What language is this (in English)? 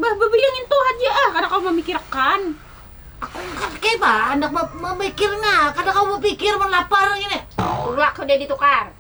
Banjar